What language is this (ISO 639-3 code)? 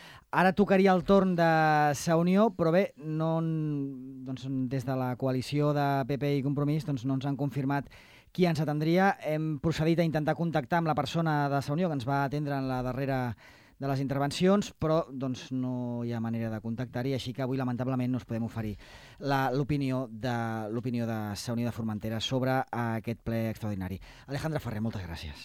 cat